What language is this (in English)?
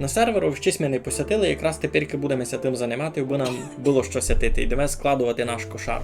Rusyn